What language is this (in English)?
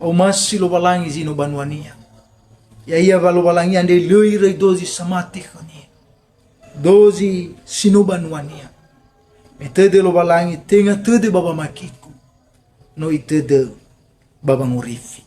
Nias